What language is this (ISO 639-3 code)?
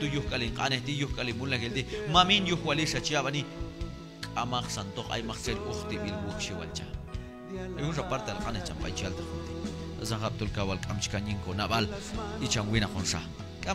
kjb